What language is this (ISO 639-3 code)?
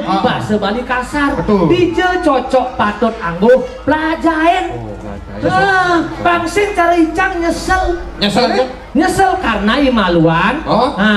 ban